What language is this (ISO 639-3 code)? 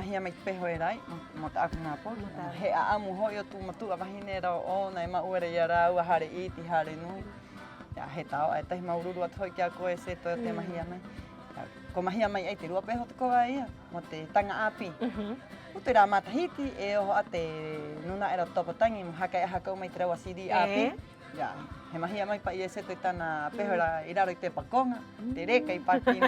rap